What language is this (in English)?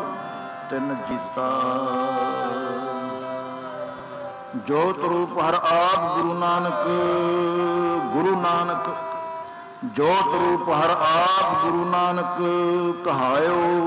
Punjabi